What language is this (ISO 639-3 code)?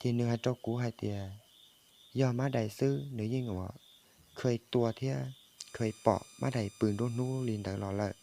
hmn